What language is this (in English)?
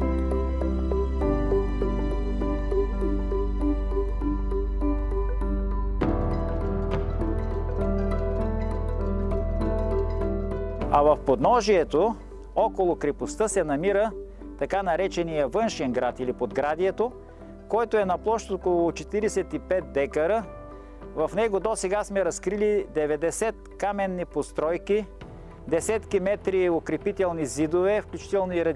Bulgarian